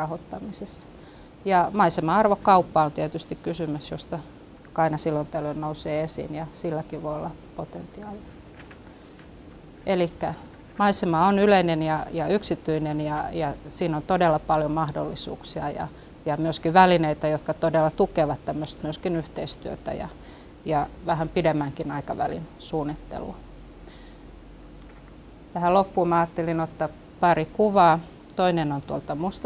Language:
Finnish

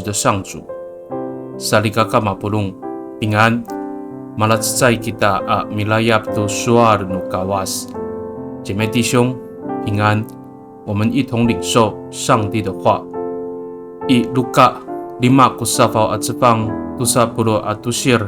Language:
Amis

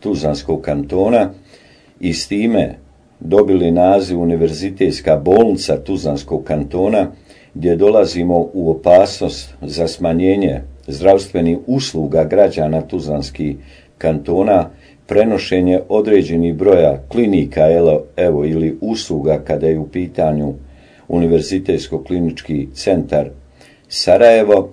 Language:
Bosnian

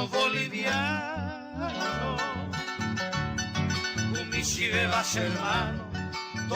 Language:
Guarani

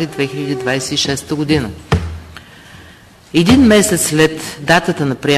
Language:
Bulgarian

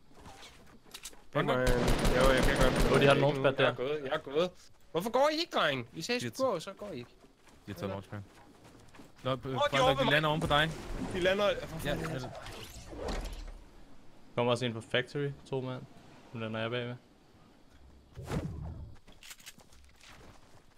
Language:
Danish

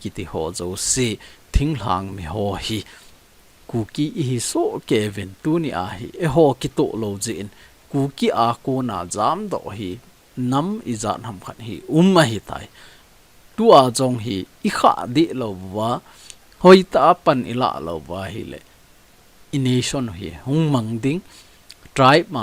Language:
Thado Chin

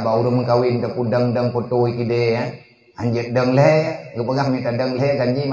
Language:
Achinese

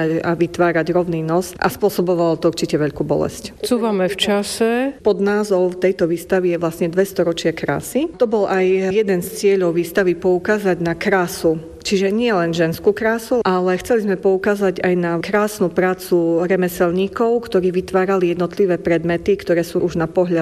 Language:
Slovak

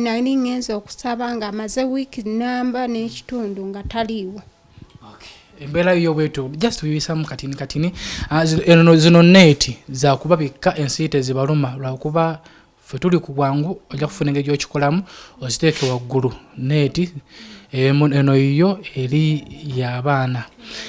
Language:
Ganda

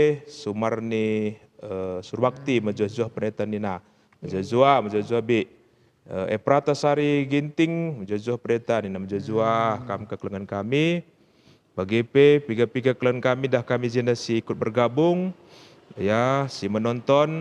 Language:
Batak Karo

